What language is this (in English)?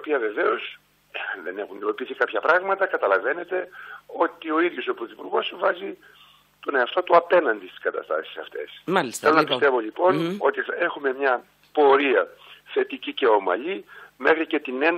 Greek